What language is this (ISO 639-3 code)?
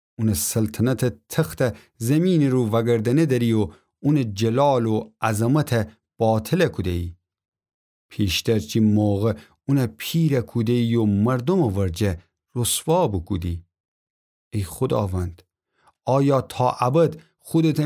glk